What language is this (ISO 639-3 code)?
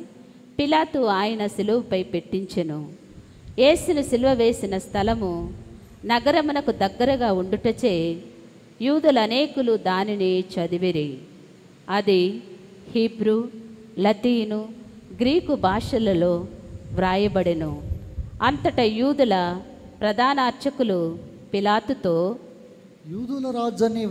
tel